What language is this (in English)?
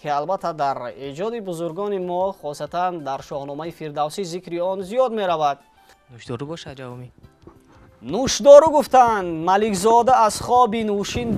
Tajik